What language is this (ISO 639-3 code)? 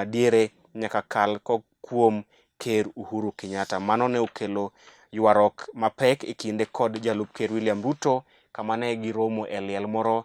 luo